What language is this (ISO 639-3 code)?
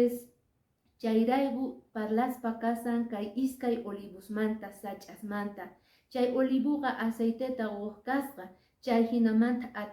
que